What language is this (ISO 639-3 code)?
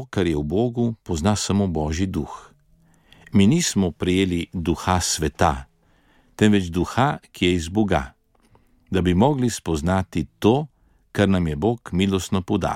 slv